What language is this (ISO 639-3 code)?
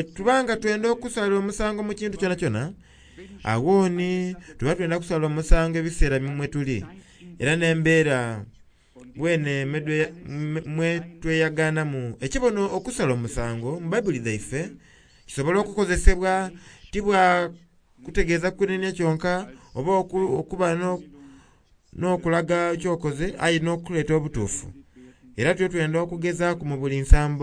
xog